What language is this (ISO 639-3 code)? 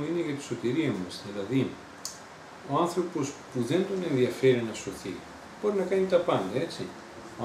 ell